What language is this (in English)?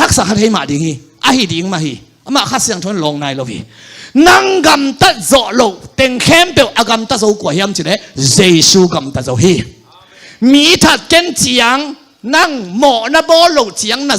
Tedim Chin